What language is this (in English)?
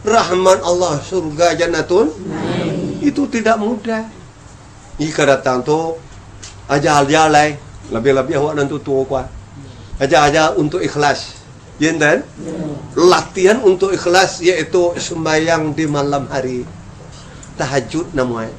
Minangkabau